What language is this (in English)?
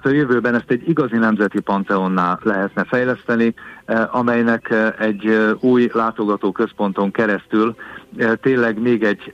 Hungarian